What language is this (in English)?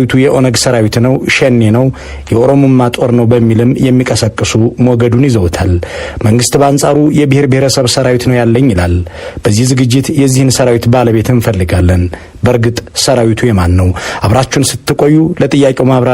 Amharic